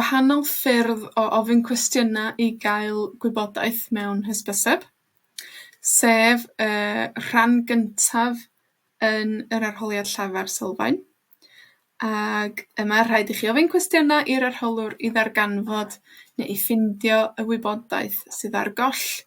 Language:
Welsh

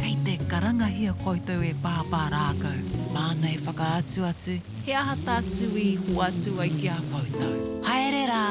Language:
Māori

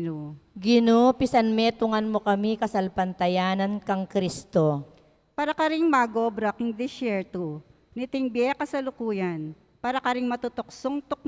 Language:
Pampanga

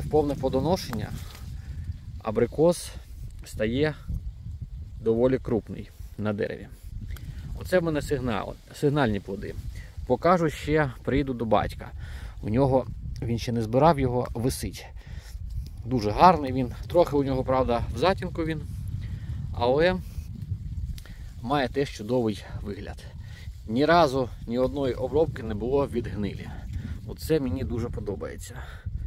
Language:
Ukrainian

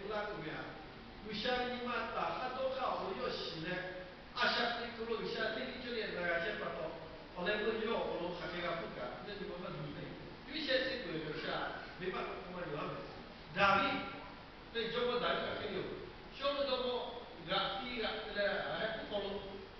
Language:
Lahu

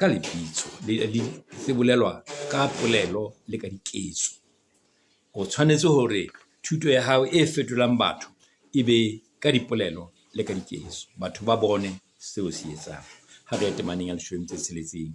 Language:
Southern Sotho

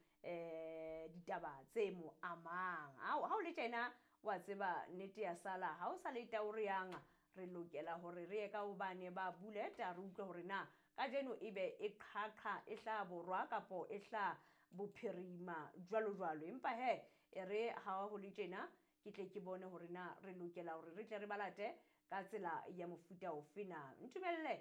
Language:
Southern Sotho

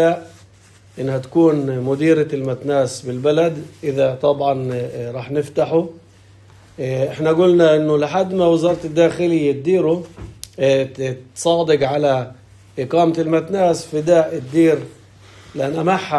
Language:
North Levantine Arabic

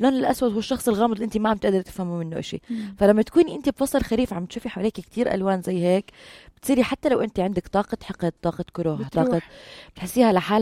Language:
North Levantine Arabic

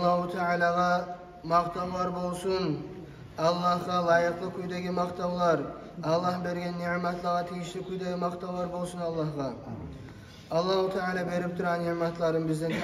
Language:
Kumyk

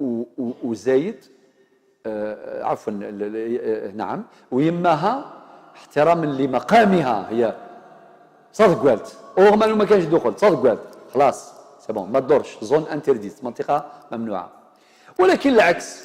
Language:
Algerian Arabic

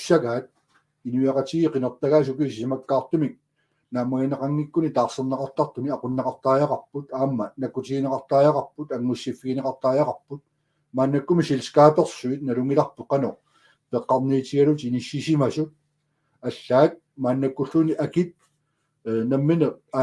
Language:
Kalaallisut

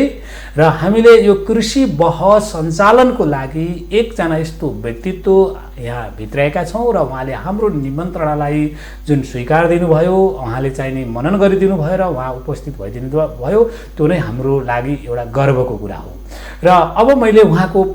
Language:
Nepali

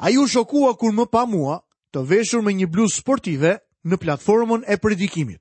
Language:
Albanian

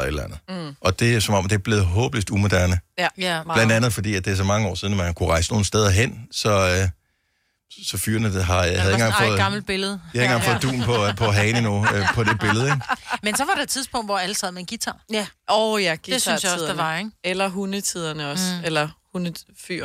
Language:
Danish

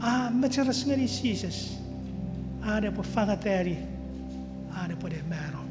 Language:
Chuukese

